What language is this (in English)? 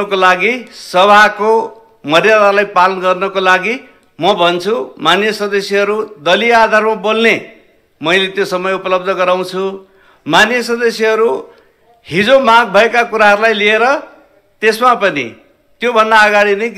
Nepali